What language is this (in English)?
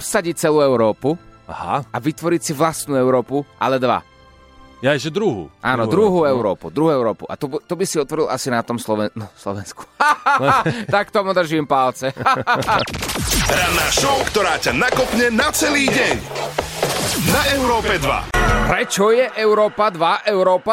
Slovak